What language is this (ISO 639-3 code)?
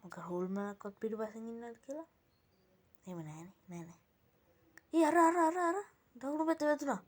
sin